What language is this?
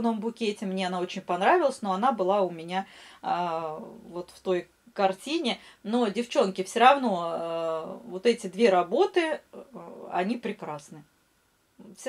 Russian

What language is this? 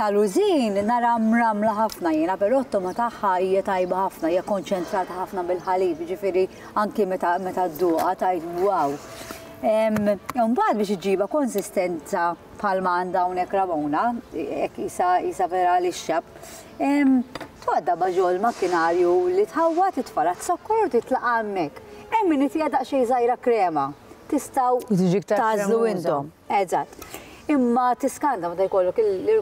Maltese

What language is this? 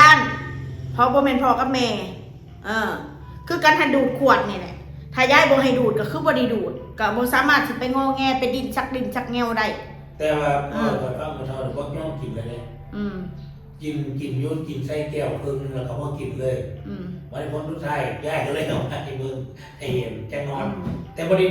Northeastern Thai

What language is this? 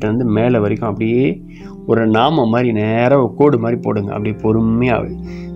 Tamil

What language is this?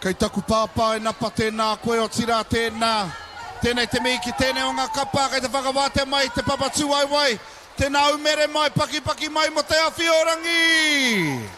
Māori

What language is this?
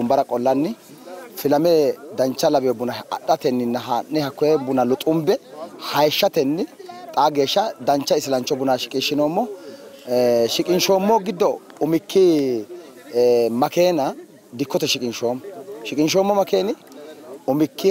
Sidamo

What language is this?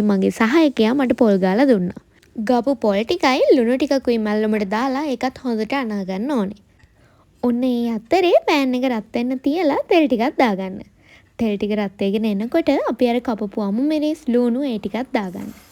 Sinhala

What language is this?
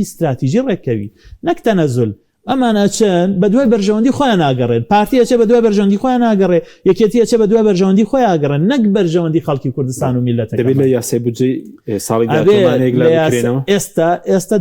Central Kurdish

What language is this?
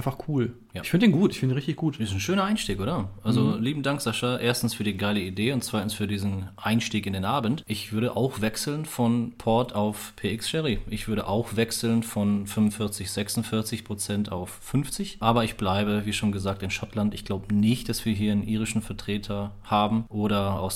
German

